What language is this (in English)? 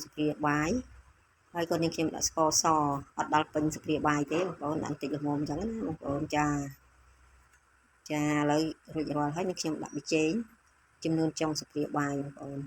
Khmer